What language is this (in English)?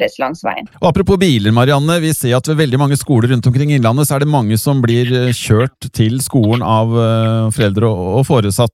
Norwegian